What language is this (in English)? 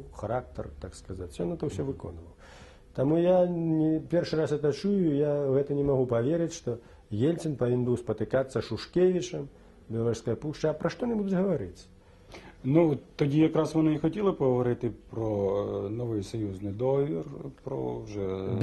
Belarusian